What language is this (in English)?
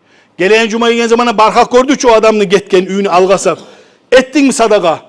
Kumyk